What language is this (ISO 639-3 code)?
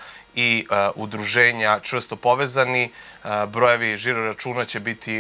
srp